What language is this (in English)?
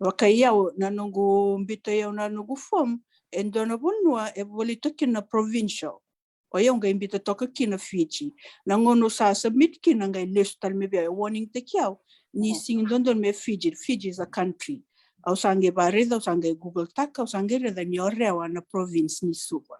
Fijian